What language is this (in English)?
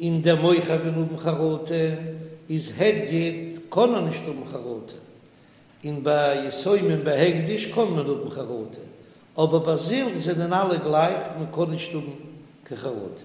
Yiddish